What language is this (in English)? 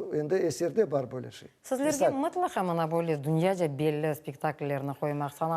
Crimean Tatar